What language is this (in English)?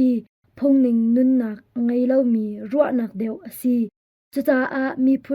Hakha Chin